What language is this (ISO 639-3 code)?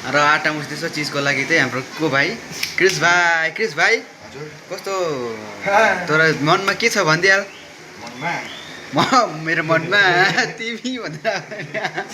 nep